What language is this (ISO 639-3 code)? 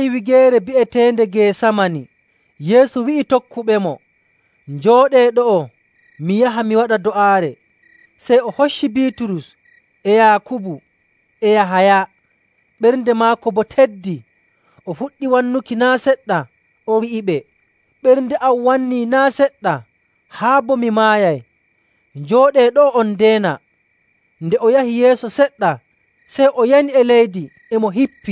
fuv